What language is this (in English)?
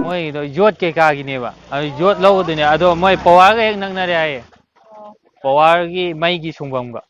Manipuri